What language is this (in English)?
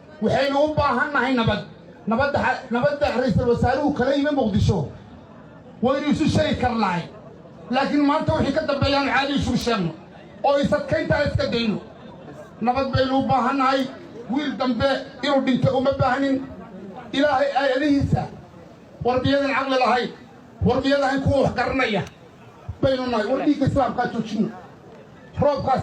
Somali